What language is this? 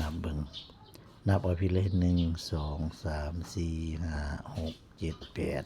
Northeastern Thai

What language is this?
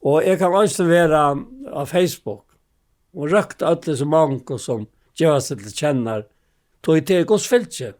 Faroese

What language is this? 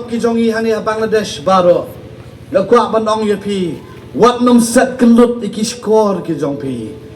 Khasi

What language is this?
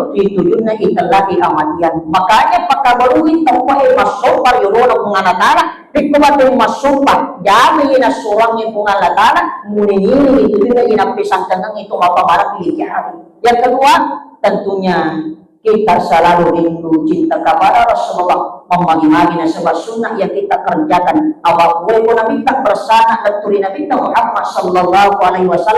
Buginese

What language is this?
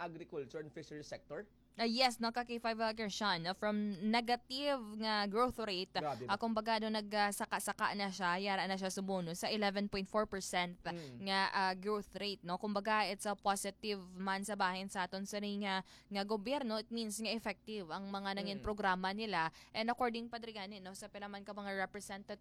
Hiligaynon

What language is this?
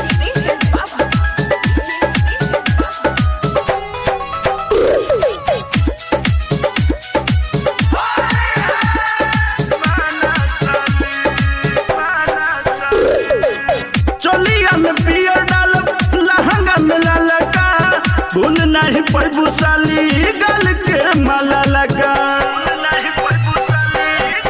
Bhojpuri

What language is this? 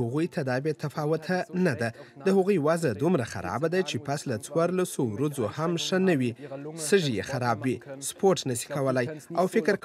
Pashto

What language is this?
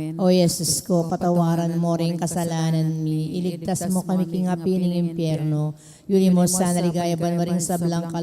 Pampanga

